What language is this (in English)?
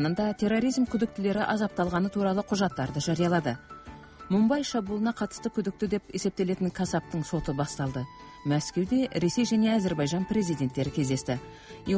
Kazakh